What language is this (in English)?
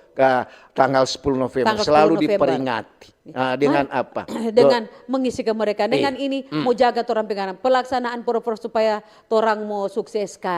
Manado Malay